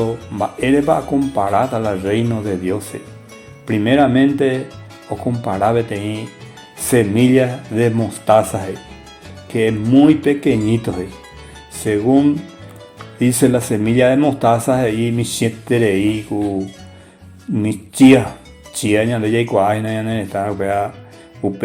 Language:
Guarani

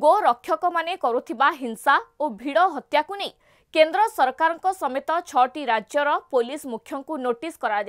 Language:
Odia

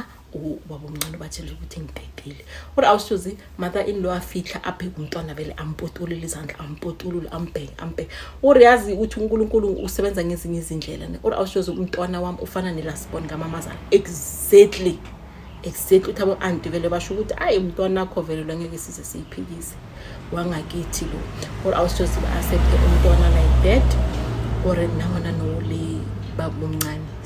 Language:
Zulu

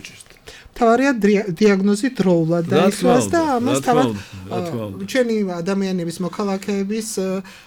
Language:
Georgian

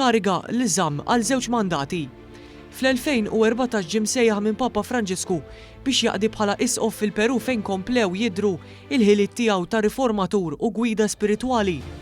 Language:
Maltese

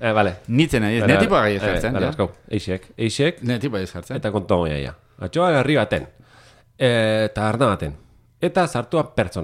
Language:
Basque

